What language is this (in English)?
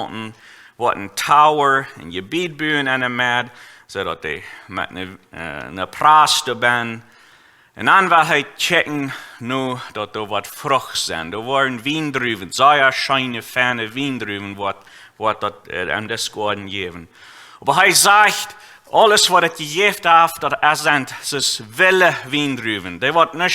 Plautdietsch